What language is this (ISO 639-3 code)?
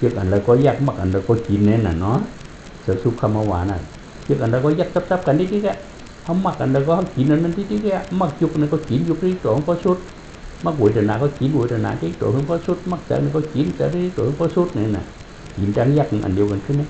shn